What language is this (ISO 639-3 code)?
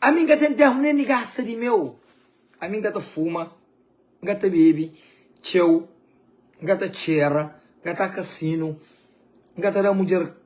kea